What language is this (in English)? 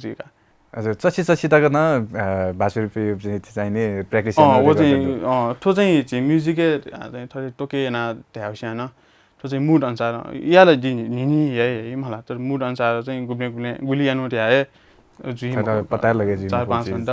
Newari